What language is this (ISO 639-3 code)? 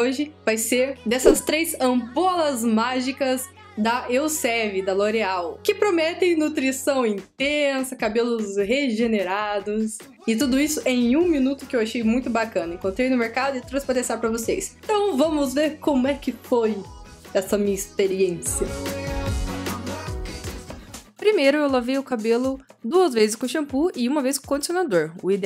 por